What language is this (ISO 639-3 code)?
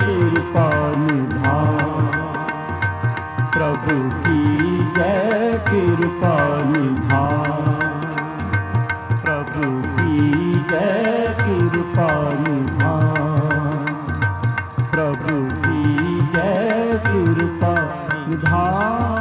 pan